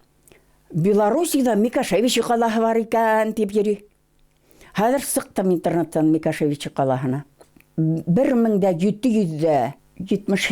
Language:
Bashkir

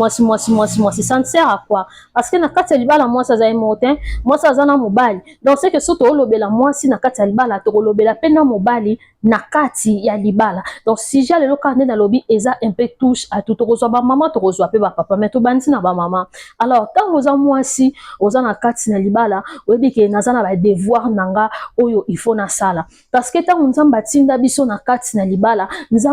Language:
Lingala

